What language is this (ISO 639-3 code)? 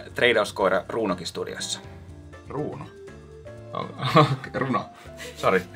fin